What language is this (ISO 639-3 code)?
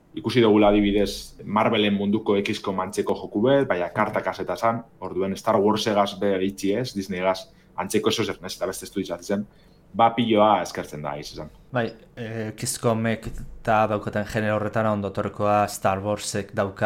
eus